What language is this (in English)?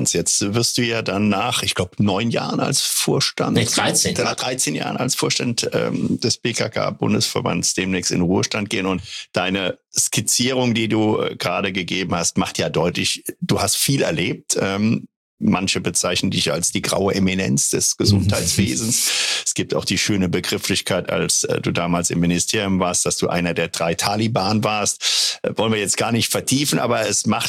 German